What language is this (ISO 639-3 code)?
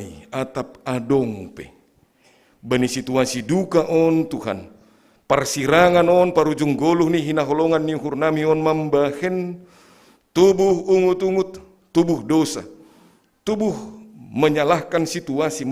bts